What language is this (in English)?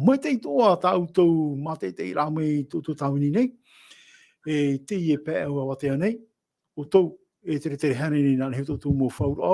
Tahitian